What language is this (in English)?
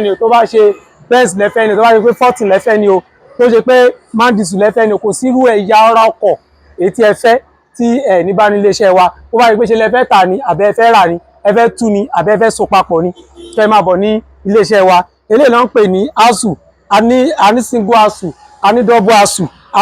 Yoruba